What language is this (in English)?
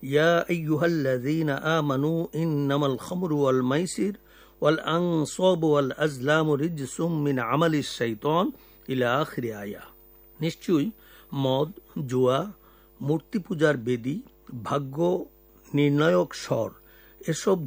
Bangla